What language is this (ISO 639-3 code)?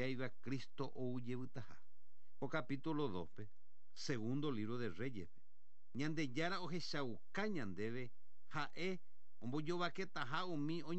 grn